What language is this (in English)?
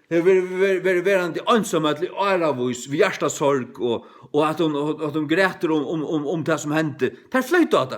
Faroese